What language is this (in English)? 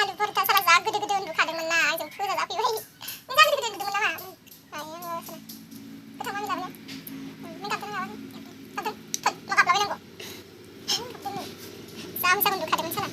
Bodo